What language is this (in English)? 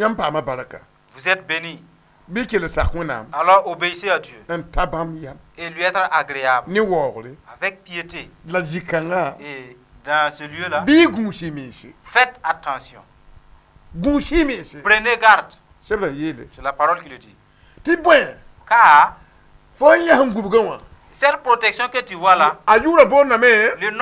Mossi